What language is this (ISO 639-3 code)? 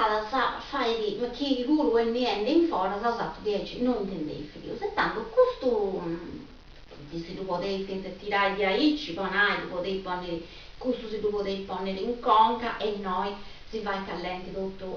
srd